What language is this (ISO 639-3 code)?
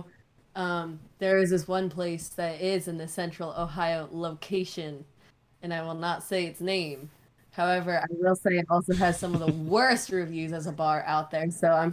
eng